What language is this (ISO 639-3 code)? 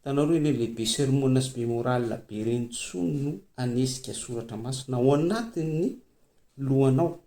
mlg